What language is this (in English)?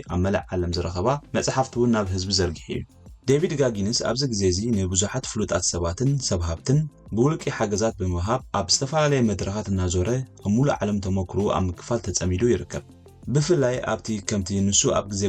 Tigrinya